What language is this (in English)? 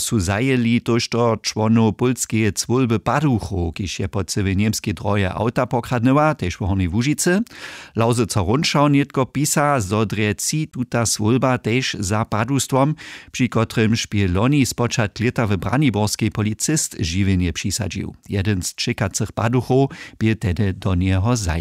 Upper Sorbian